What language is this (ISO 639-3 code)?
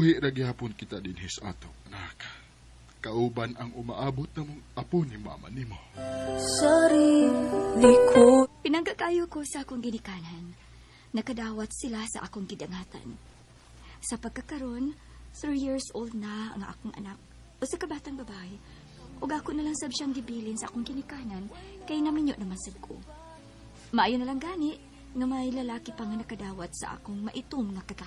ceb